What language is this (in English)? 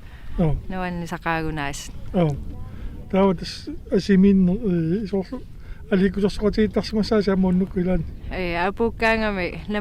Kalaallisut